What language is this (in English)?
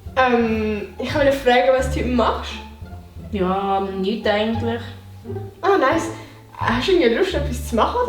Swiss German